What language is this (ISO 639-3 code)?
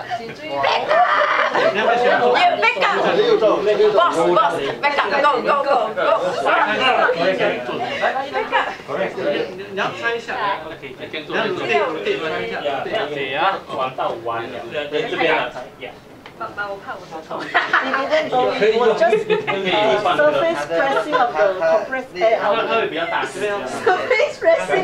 zho